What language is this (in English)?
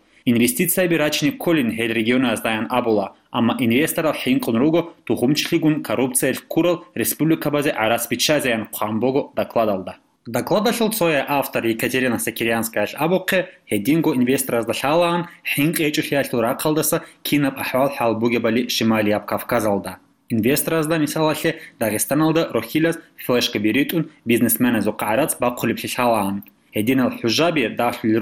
Avaric